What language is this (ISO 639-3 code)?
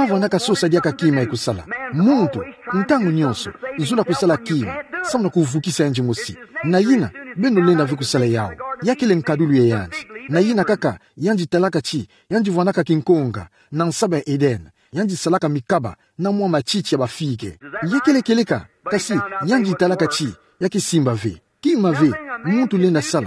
ktu